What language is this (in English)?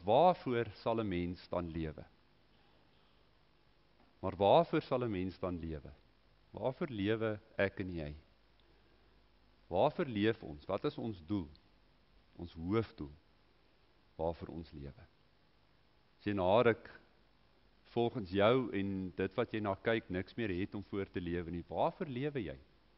Afrikaans